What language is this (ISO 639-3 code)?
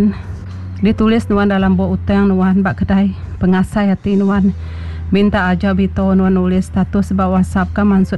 iba